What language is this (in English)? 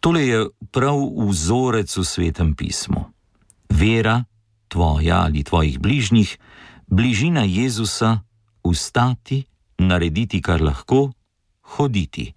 Slovenian